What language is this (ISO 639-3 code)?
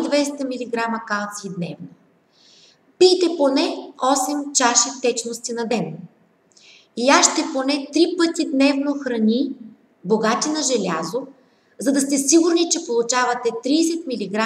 bul